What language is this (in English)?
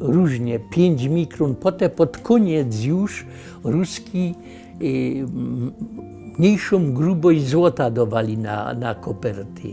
Silesian